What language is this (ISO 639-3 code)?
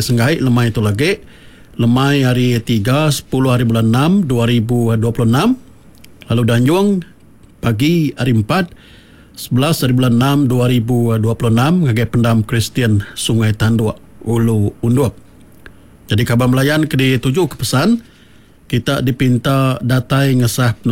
iba